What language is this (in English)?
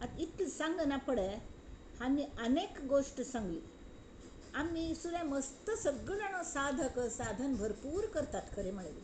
Konkani